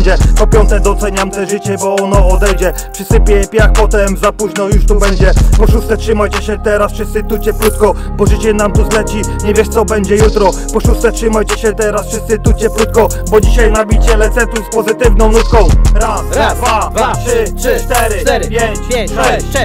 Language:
Polish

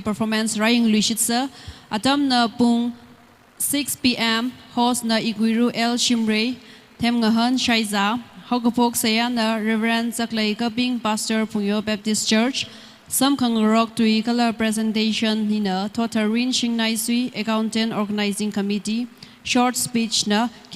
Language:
Tangkhul Naga (India)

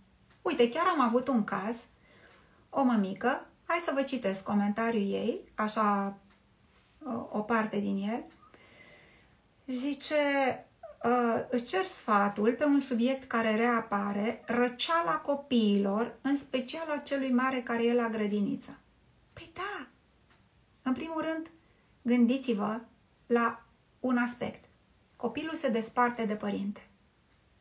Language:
Romanian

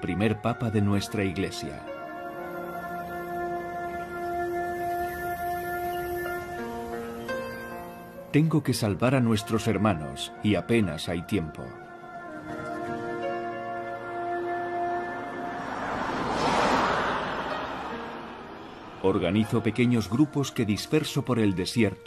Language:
Spanish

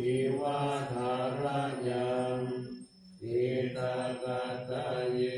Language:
Pali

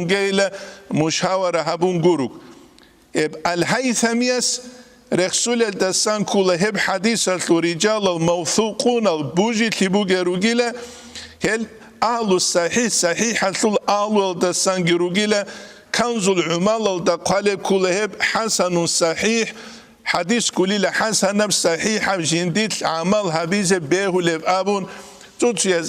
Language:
Avaric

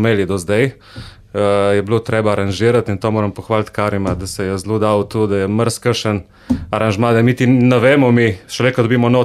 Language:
Slovenian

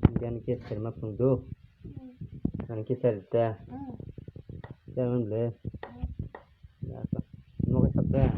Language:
Kok Borok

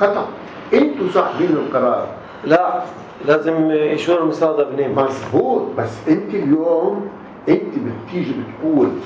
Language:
North Levantine Arabic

